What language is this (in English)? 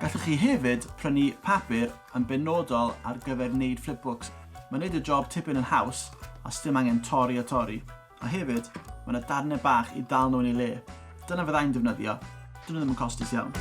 Welsh